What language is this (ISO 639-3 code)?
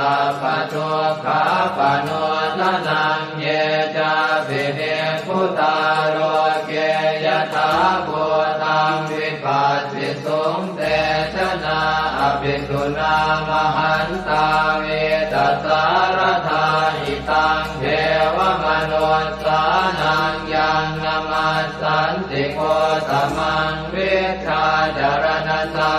pli